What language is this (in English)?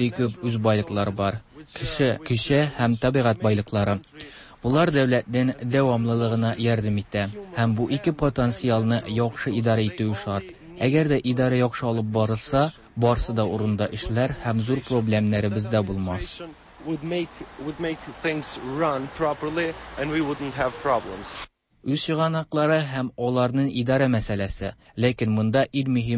Tatar